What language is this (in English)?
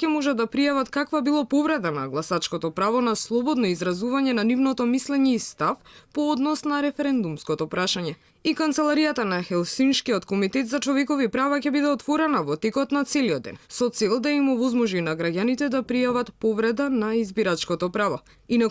Macedonian